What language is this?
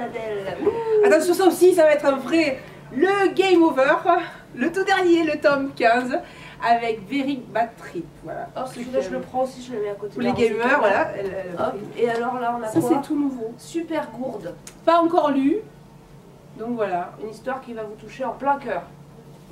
French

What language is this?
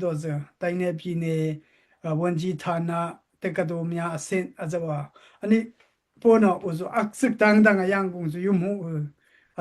Daai Chin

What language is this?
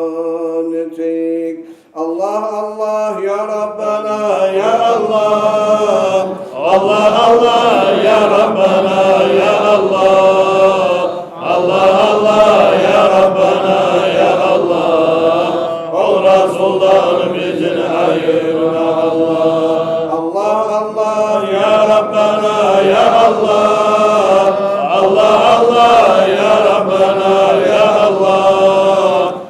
Kumyk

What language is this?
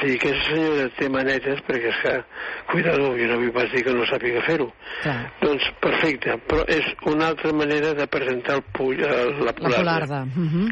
Catalan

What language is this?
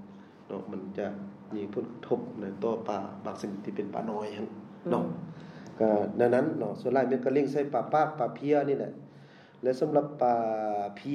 Lao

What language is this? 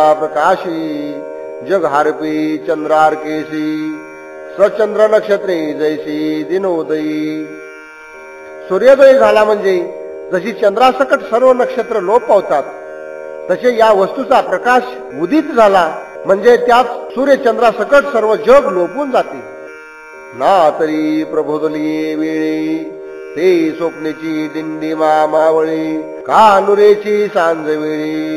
Marathi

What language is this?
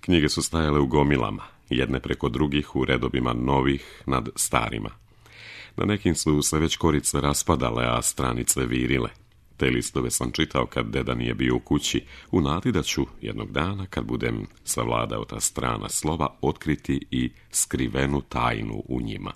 Serbian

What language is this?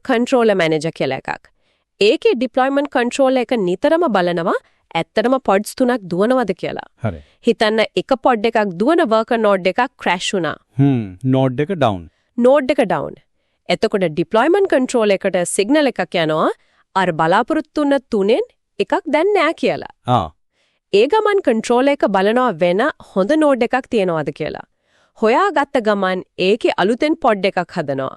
Sinhala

